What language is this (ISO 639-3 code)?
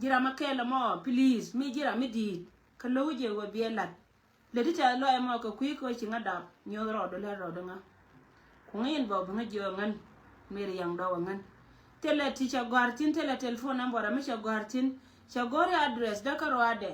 nus